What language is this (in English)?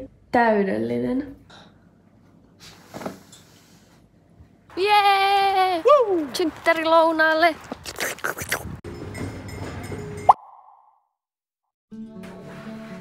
Finnish